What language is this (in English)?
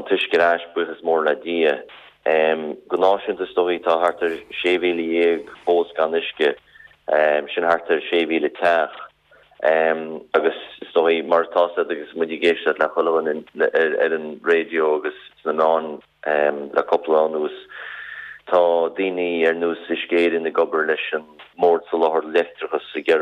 Irish